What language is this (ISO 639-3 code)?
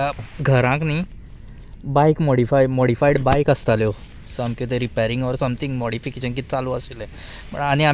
kok